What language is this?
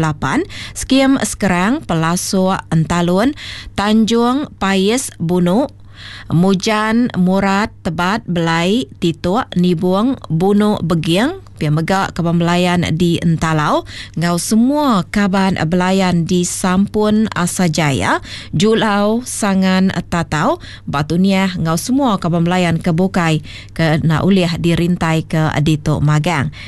Iban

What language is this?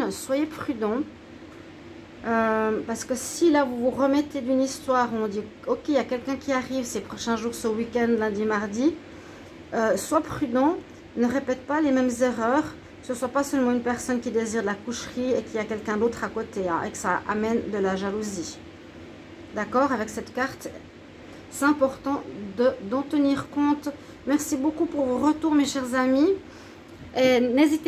French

